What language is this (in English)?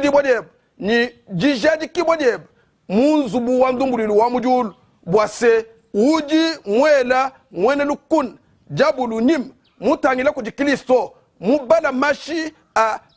Luba-Lulua